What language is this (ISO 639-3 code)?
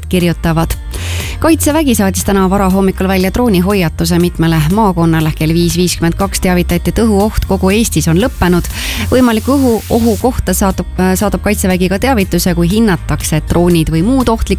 est